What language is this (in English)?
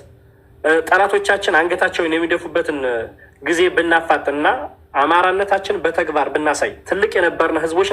Amharic